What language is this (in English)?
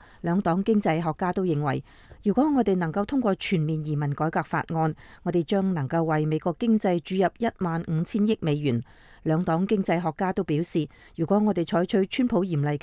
Cantonese